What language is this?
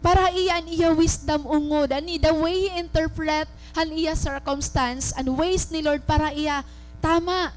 Waray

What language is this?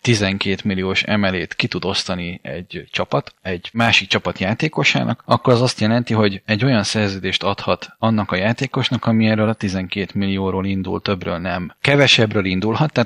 Hungarian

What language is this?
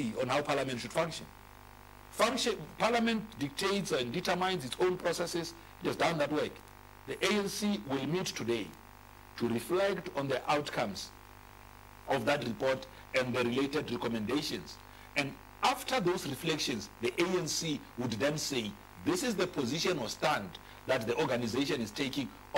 English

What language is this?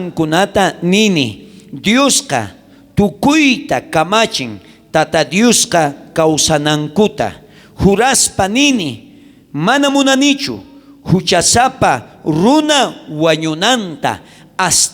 South Bolivian Quechua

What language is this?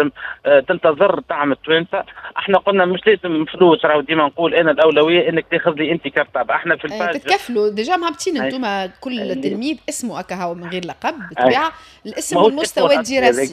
Tunisian Arabic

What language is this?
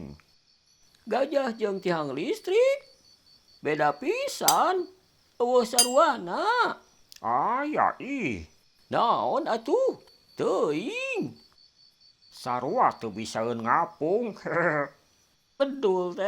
Sundanese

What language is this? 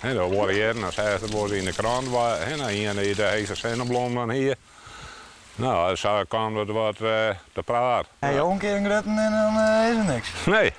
Western Frisian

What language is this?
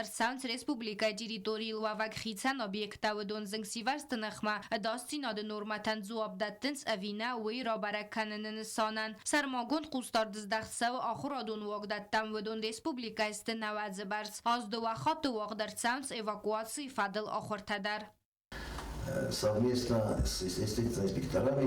Ossetic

